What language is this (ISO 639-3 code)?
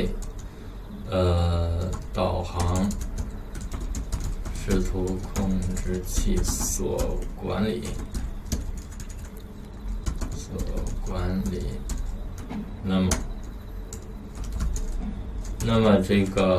zho